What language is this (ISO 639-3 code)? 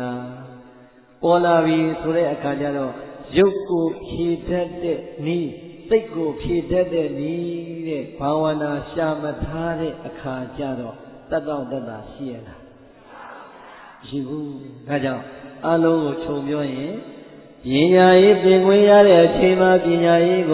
mya